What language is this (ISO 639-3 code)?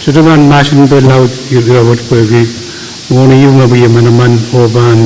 pon